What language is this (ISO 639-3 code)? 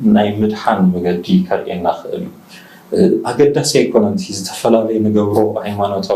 tir